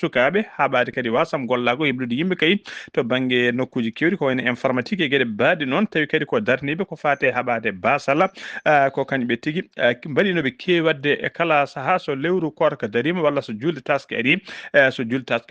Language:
Fula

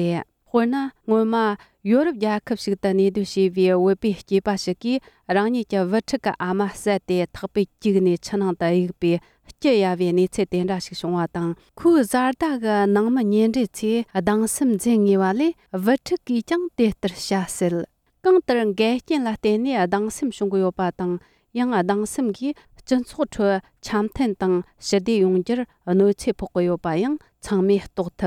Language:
Tibetan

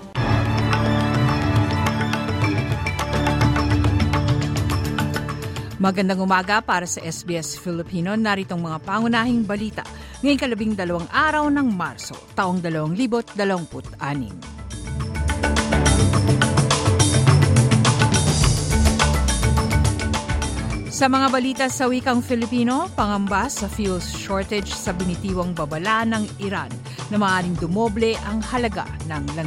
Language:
Filipino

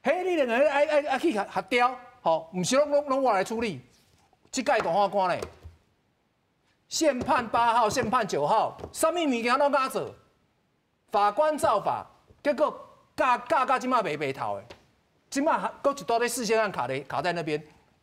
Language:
Min Nan Chinese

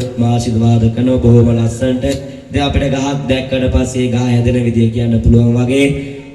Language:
Sinhala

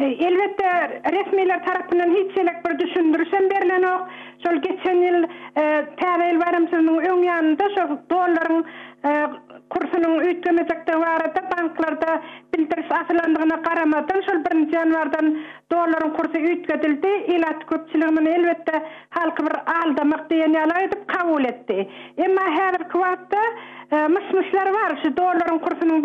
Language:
Turkmen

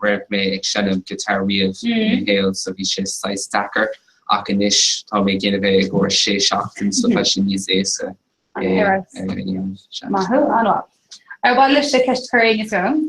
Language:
Irish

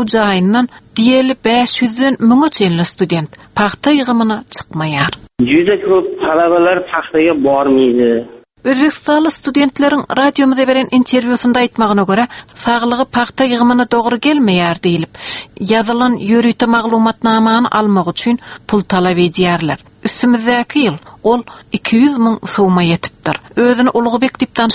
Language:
Turkmen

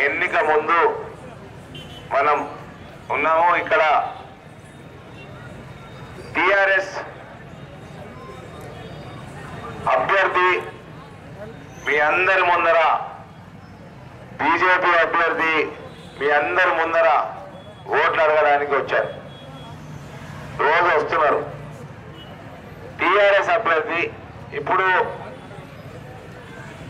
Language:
Telugu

